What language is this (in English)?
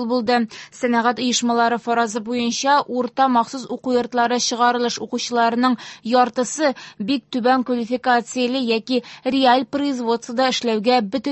Tatar